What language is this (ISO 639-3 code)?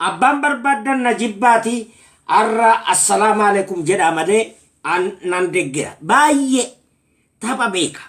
orm